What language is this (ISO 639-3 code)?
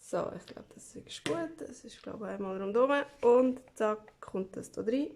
gsw